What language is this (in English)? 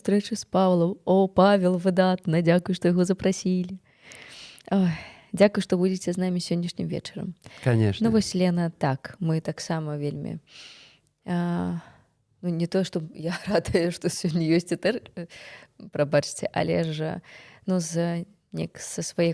Belarusian